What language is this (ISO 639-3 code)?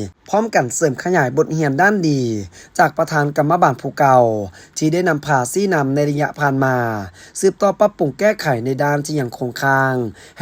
lao